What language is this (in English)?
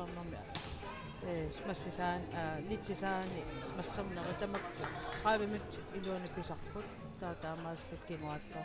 Kalaallisut